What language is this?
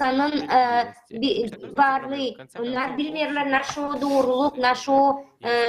Gagauz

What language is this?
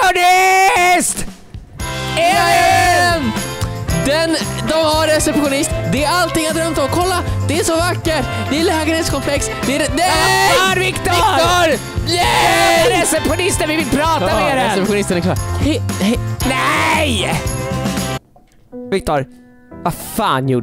Swedish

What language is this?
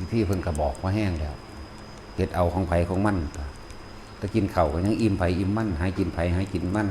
Northeastern Thai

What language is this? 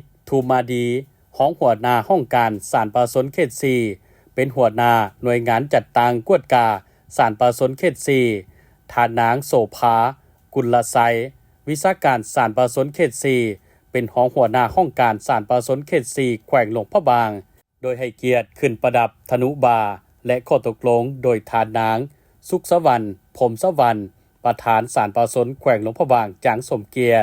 Lao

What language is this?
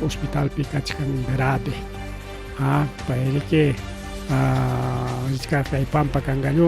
Ayacucho Quechua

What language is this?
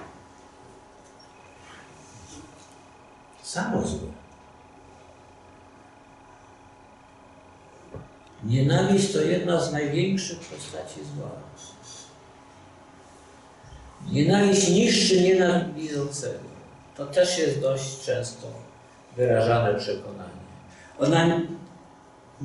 Polish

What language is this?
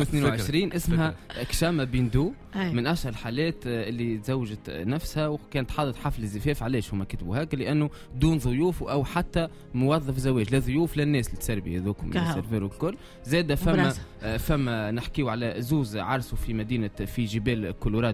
Tunisian Arabic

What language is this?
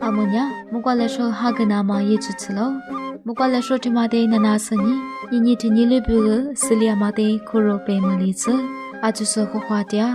Lisu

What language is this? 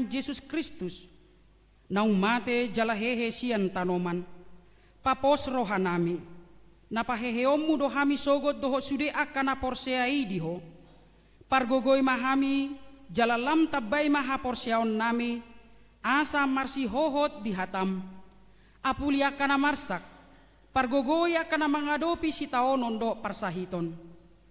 Batak Toba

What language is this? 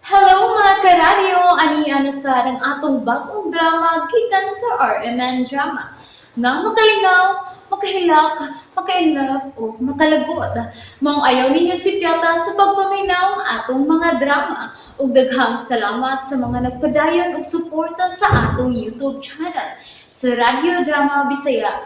Cebuano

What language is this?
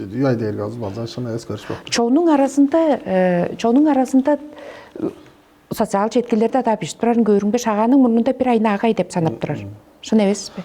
Tuvinian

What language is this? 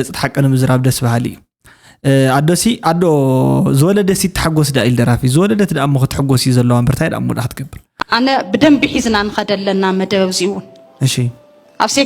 Tigrinya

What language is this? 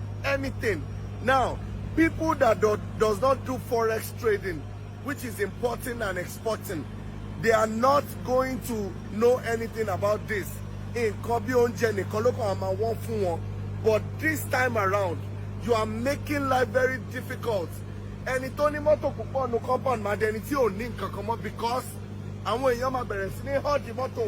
Yoruba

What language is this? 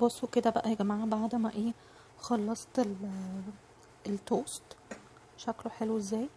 Egyptian Arabic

